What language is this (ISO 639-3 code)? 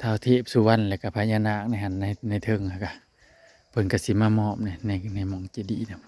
tts